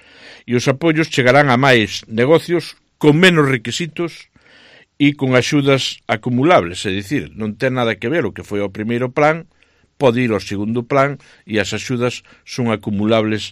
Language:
Galician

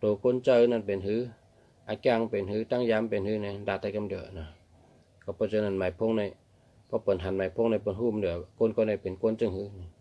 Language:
Shan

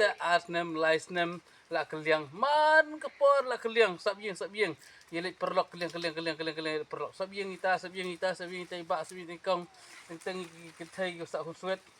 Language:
Khasi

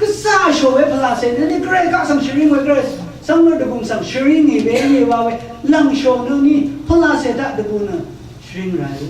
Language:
Rawang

